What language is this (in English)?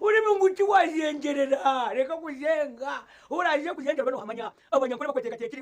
Nyankole